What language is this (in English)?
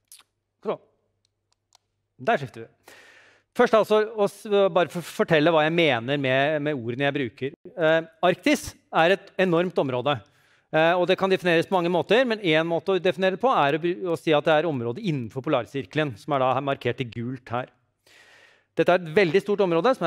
Norwegian